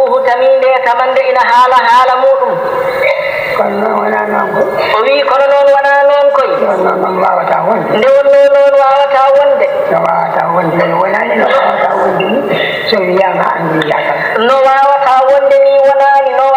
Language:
Fula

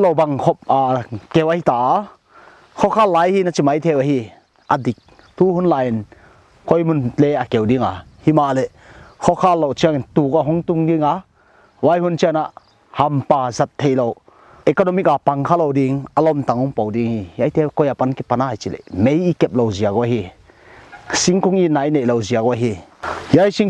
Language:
Paite Chin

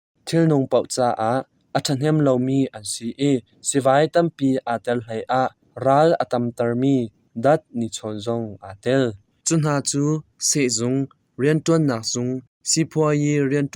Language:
Hakha Chin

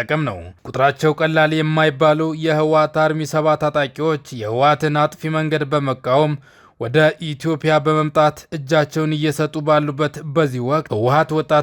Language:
Amharic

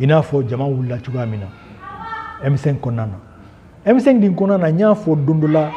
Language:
Bambara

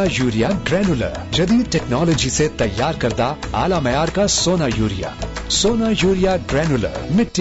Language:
Urdu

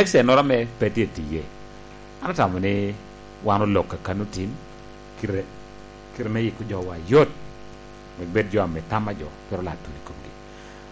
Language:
Lango (Uganda)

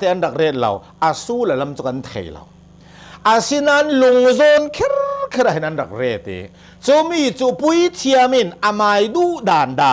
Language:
Hakha Chin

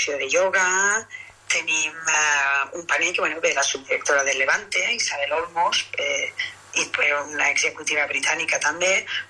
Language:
Catalan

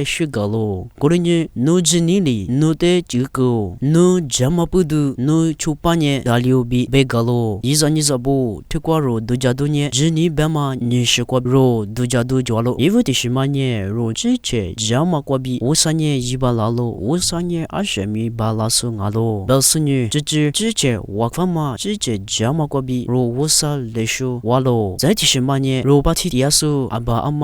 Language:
Lisu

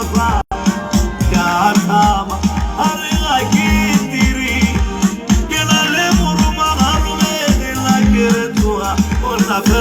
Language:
Tswana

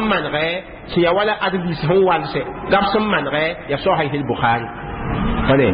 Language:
Mossi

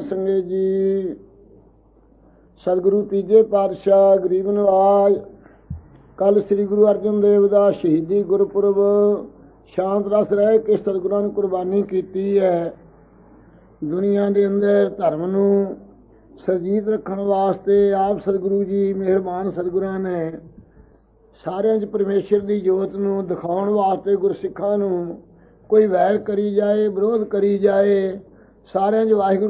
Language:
Punjabi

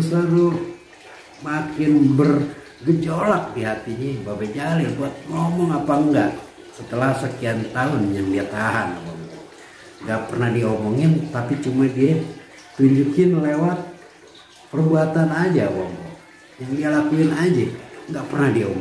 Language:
Betawi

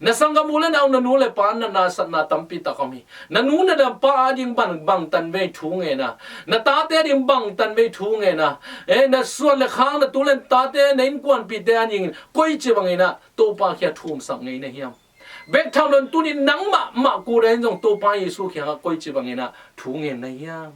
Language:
Tedim Chin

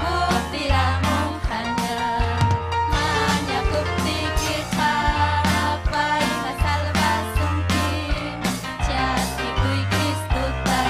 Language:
Ayacucho Quechua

